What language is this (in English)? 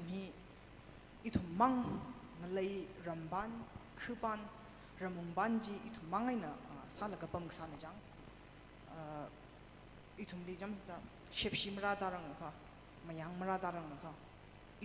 Tangkhul Naga (India)